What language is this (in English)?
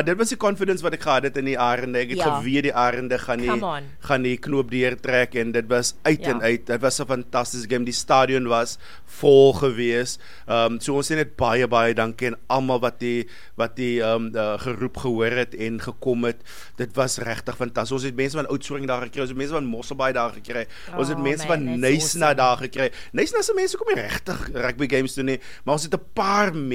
Afrikaans